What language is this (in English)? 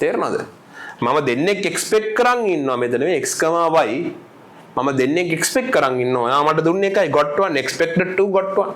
Sinhala